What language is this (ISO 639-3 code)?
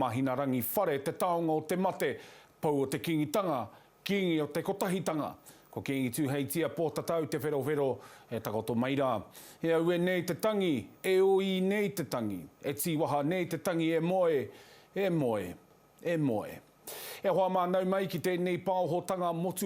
mri